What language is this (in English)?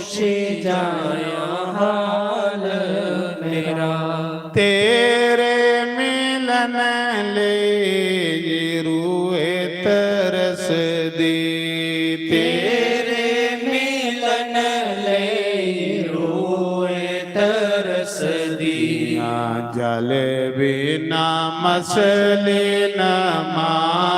Dogri